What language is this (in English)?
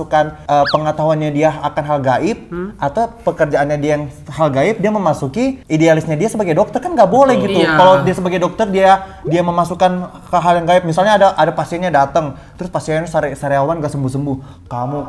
Indonesian